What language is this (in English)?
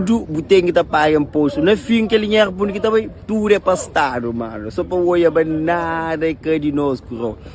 Kabuverdianu